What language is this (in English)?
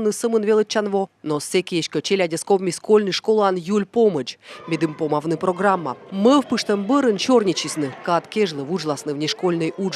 Komi